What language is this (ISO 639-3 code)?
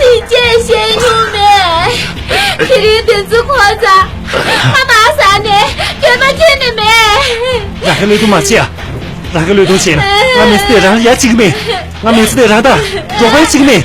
bod